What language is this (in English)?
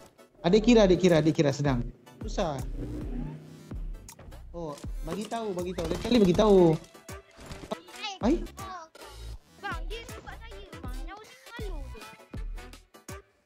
Malay